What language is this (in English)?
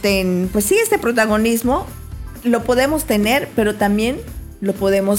Spanish